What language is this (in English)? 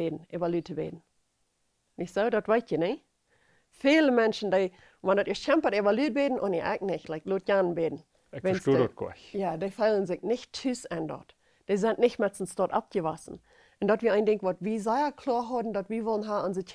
Plautdietsch